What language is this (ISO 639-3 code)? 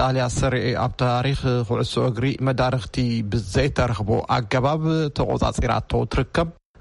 tir